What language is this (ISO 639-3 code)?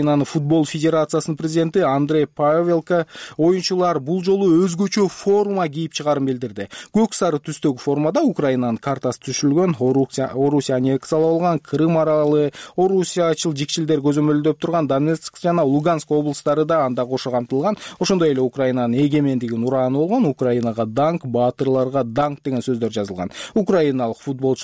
kir